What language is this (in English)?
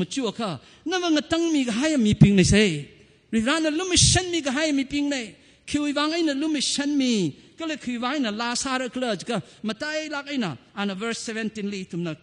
Tangkhul Naga (India)